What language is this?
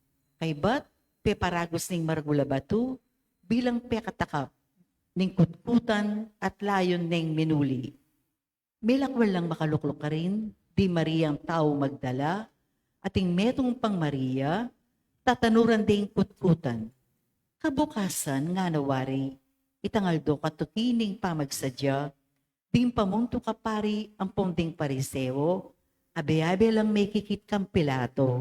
Pampanga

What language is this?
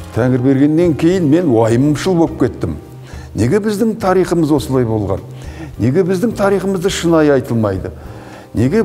Kazakh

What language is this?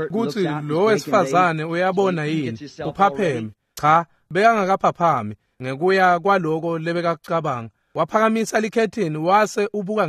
Swati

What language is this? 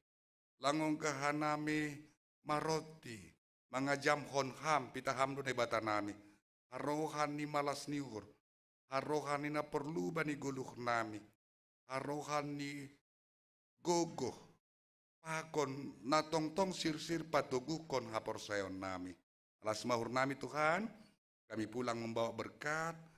Batak Simalungun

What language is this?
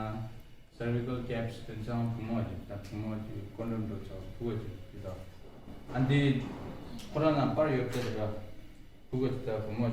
Tibetan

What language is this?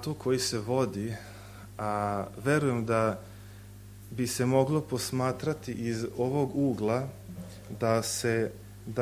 Serbian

